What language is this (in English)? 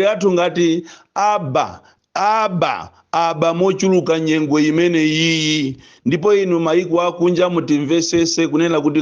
Nyanja